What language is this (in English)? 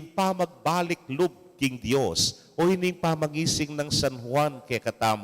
Pampanga